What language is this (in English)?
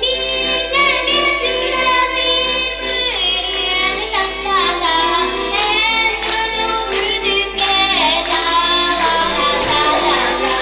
Yakut